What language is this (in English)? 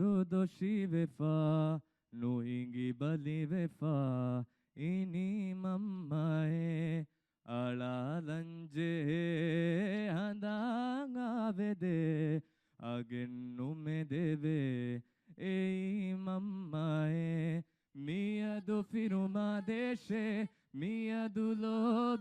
Divehi